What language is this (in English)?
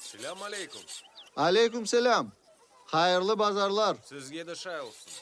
Crimean Tatar